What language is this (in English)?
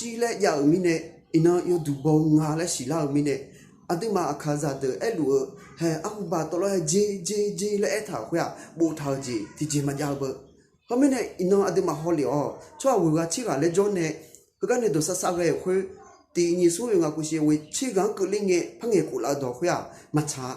Akha